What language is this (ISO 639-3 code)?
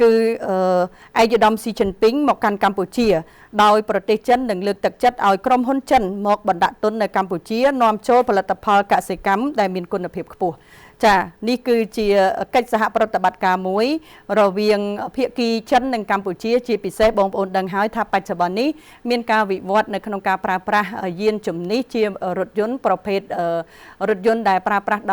khm